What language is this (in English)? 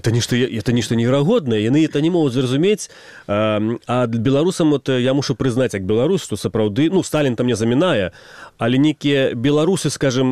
Belarusian